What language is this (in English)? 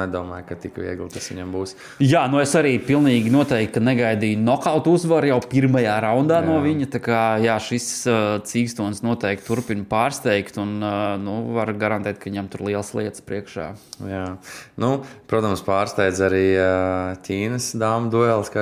Latvian